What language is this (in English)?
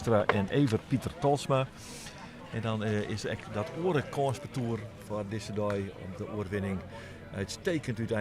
Western Frisian